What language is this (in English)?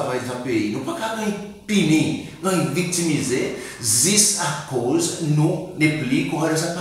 Seselwa Creole French